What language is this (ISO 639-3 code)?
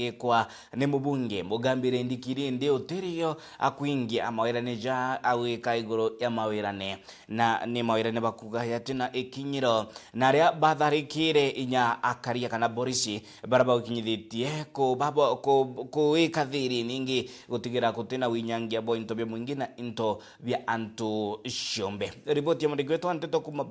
mer